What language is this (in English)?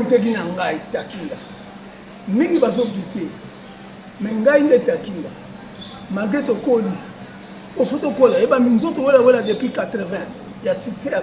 Lingala